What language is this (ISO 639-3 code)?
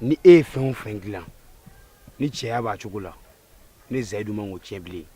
bam